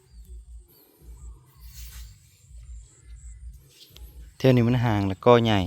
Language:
Northeastern Thai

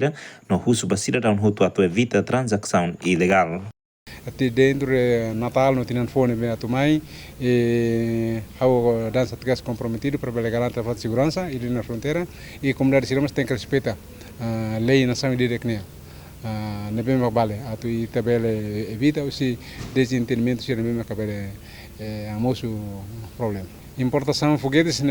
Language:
Tetum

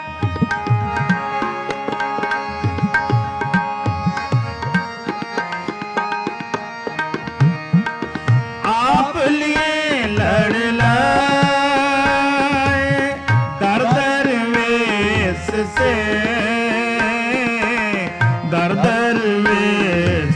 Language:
Punjabi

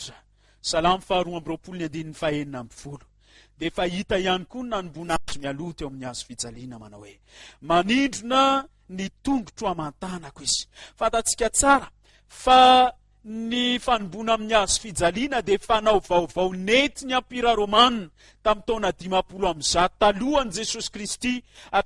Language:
Malagasy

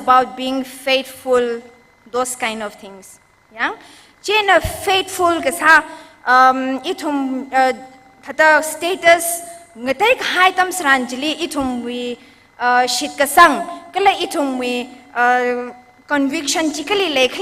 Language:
Tangkhul Naga (India)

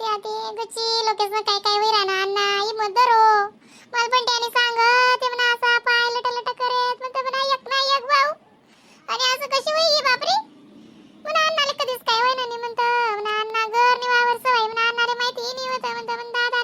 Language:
Khandesi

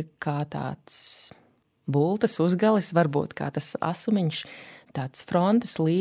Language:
Latvian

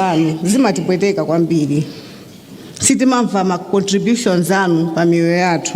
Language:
Nyanja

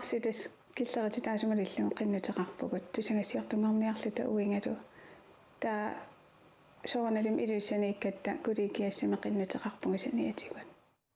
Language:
Kalaallisut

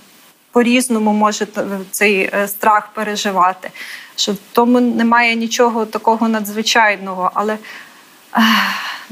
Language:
Ukrainian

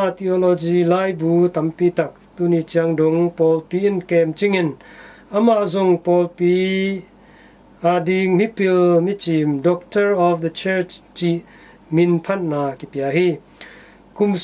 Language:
Tedim Chin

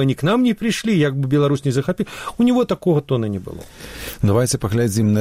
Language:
Belarusian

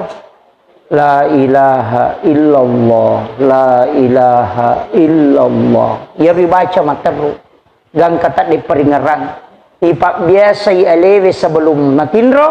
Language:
Buginese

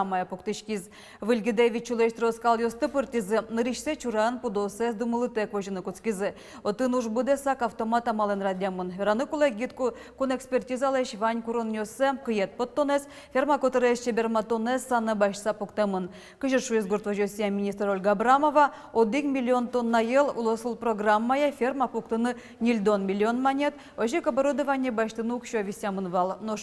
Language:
Udmurt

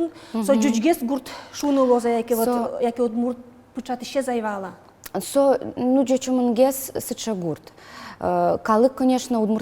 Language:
Udmurt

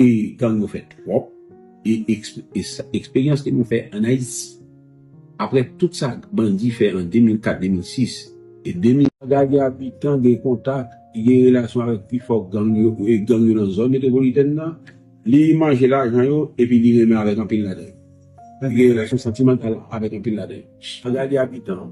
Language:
Haitian Creole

